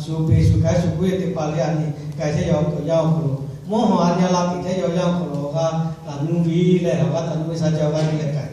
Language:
Lahu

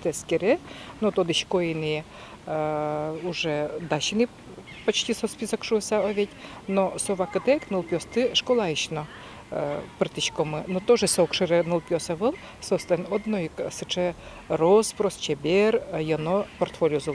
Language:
Udmurt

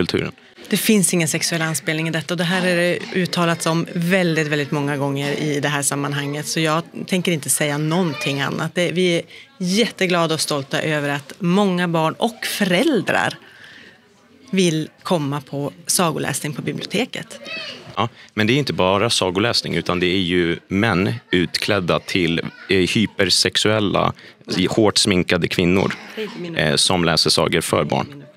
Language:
Swedish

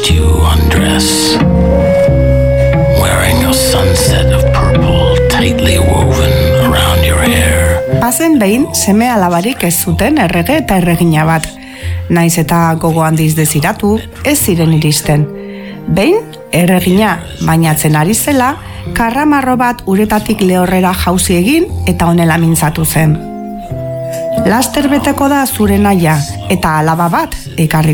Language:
Basque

